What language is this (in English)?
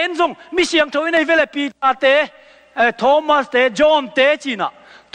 Tedim Chin